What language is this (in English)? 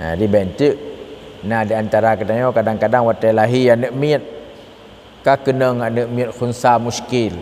Achinese